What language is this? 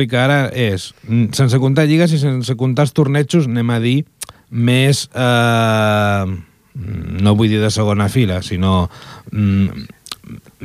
Catalan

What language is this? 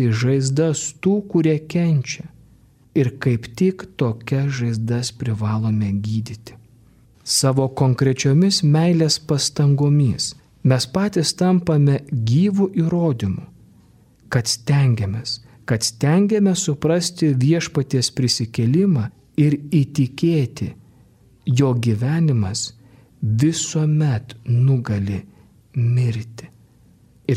Lithuanian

